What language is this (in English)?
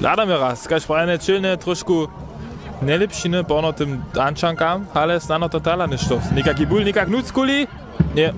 Upper Sorbian